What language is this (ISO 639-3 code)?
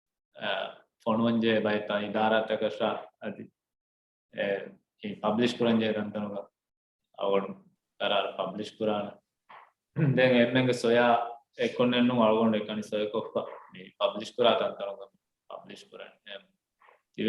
div